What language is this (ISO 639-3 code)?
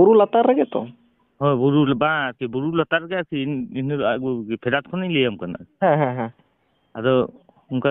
sat